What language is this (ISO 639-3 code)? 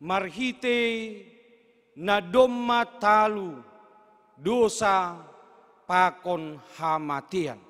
bts